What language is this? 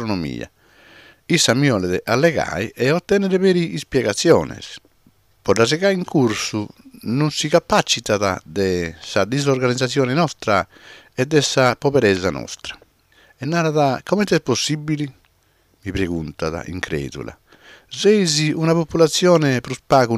Sardinian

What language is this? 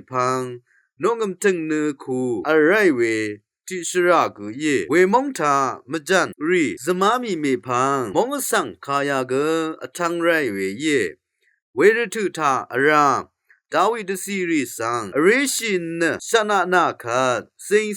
Rawang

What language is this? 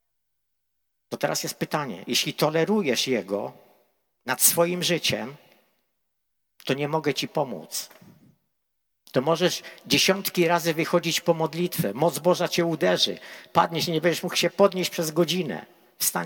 Polish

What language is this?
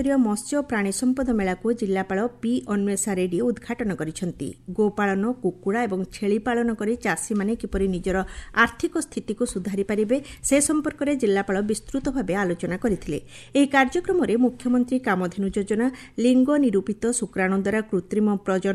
Odia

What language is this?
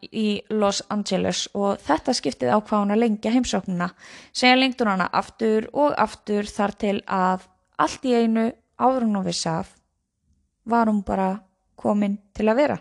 Icelandic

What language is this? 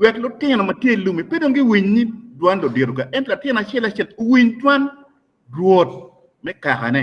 Acoli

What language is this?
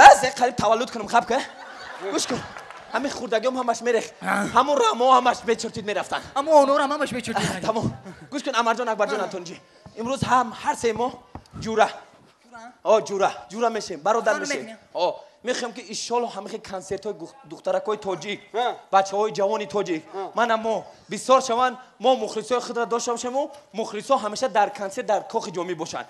Tajik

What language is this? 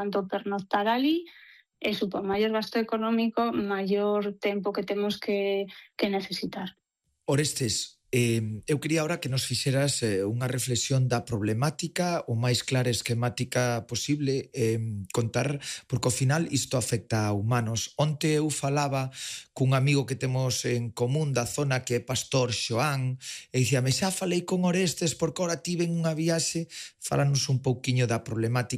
Galician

